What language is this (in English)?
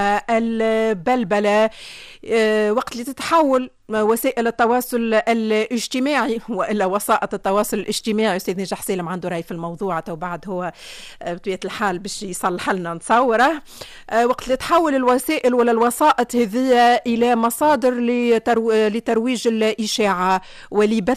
Tunisian Arabic